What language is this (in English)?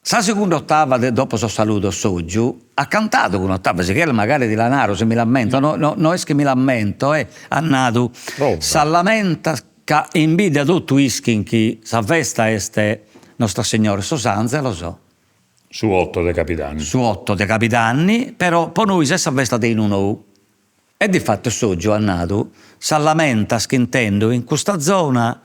Sardinian